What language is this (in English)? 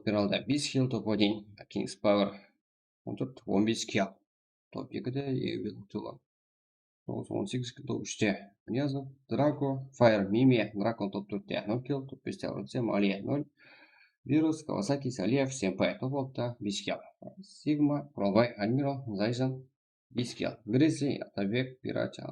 Kara-Kalpak